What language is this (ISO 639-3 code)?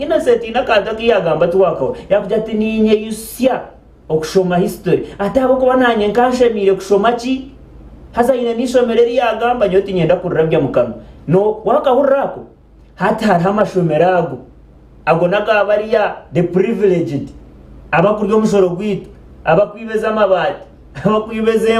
nyn